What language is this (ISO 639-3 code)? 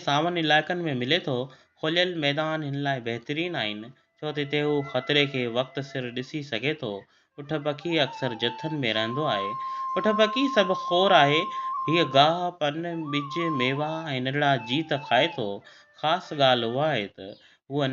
snd